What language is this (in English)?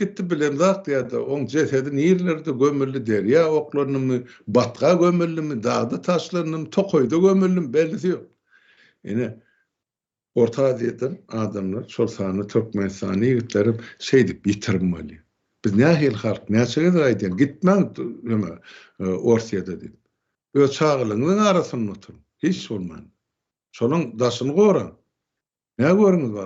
Turkmen